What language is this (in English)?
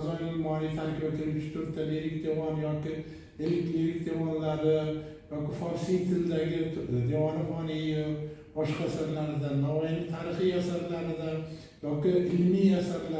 Uzbek